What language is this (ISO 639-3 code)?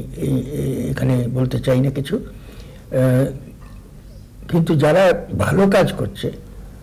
ben